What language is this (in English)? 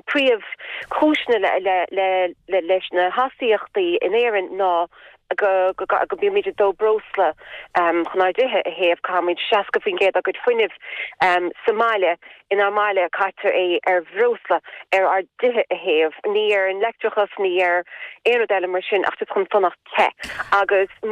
Irish